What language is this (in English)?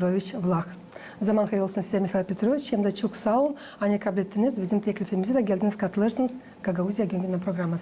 Gagauz